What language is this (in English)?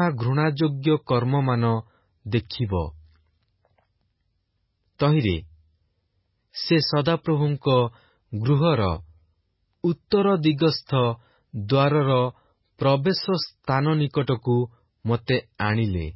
Odia